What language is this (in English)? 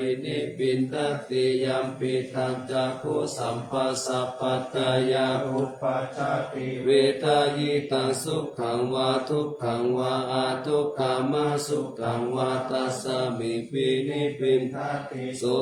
Pali